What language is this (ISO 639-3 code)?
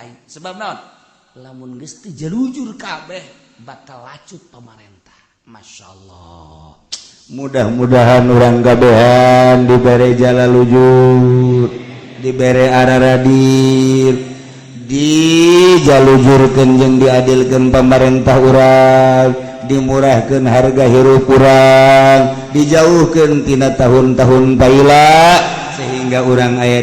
sun